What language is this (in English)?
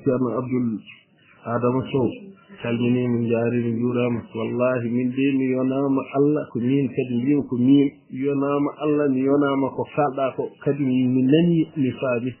Fula